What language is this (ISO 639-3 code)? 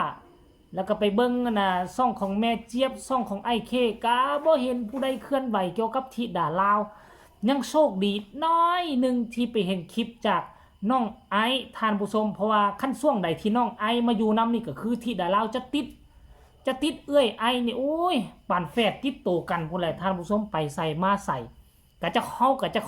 lao